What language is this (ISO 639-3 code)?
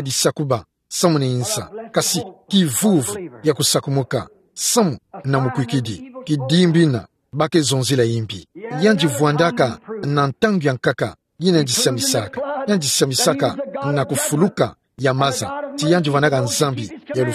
ktu